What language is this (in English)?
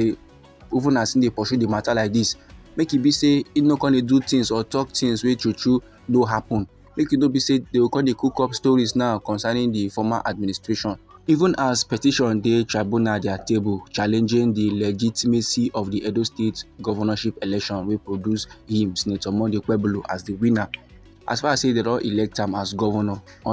Nigerian Pidgin